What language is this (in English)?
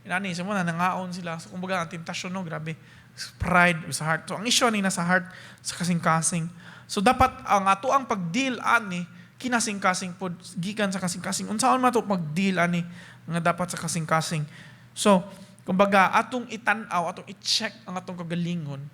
Cebuano